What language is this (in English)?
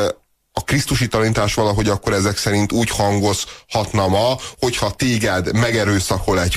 Hungarian